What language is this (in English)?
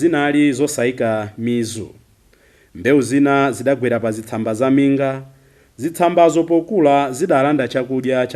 Nyanja